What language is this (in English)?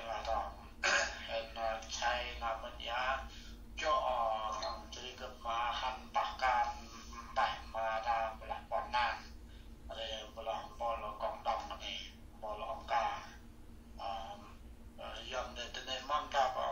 Central Mnong